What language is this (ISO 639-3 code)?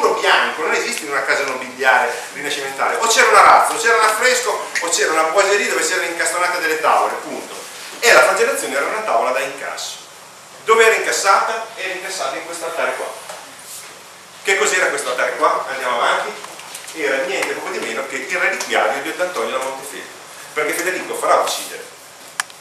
ita